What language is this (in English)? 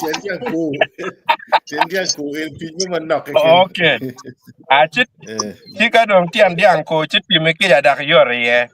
Acoli